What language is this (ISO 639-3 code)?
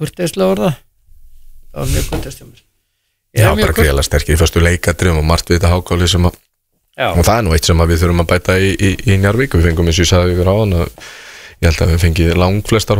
isl